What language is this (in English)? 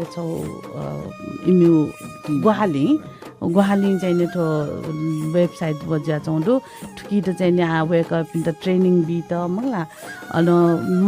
Newari